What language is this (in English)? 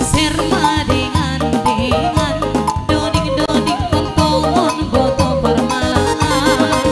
Batak Simalungun